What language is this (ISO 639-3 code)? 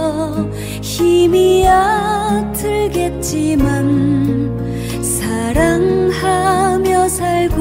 kor